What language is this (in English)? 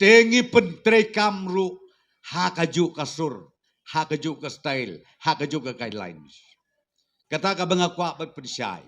Khasi